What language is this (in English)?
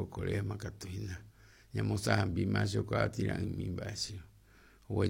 Guarani